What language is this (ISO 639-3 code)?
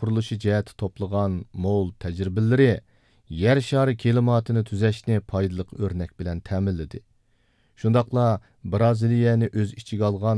uig